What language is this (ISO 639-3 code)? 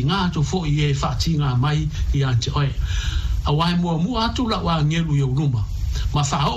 smo